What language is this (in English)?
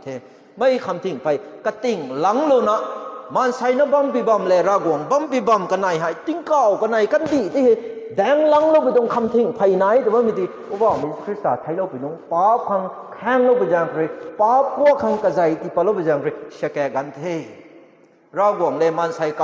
Rongmei Naga